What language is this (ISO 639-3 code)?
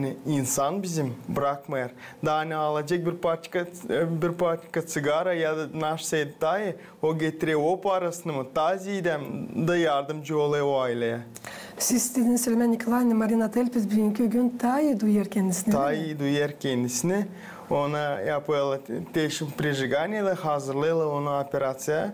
gag